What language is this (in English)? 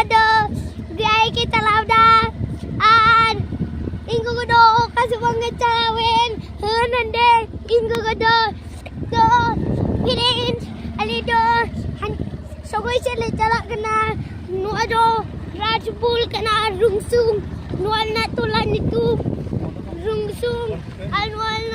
Santali